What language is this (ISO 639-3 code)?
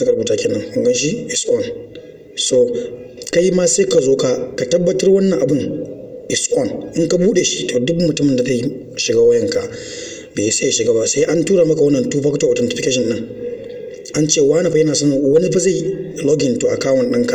hau